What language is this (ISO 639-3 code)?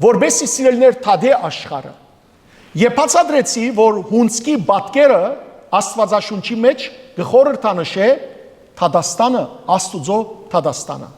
hyw